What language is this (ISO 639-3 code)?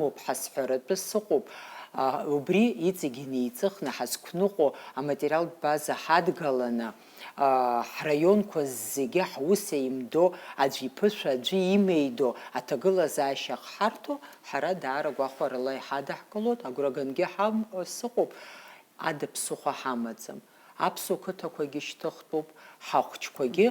abk